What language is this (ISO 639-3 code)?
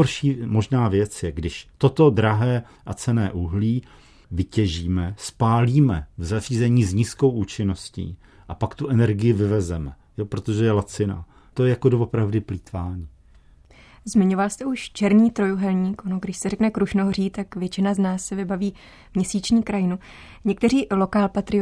ces